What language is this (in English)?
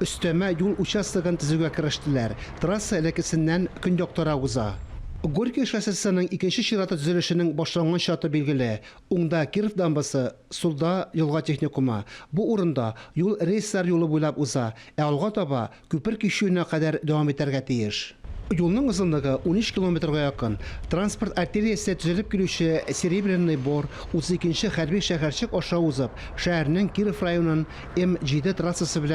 Tatar